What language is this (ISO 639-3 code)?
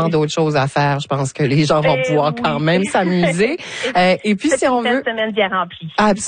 fra